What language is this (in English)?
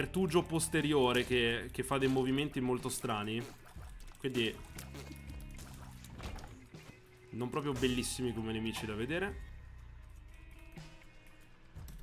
Italian